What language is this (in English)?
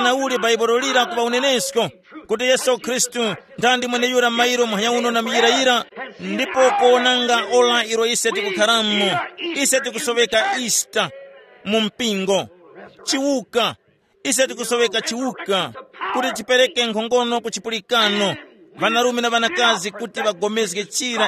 Tumbuka